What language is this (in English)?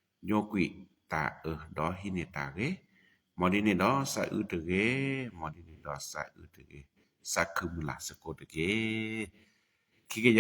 S'gaw Karen